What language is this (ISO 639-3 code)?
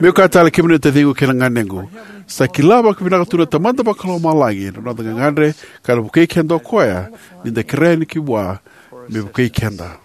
fij